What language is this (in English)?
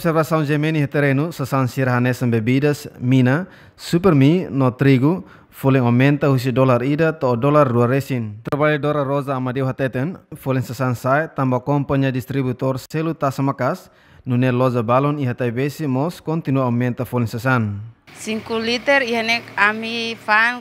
Tetum